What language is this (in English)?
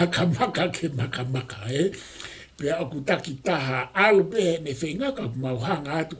Tongan